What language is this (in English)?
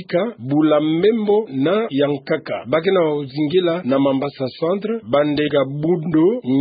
Kituba (Democratic Republic of Congo)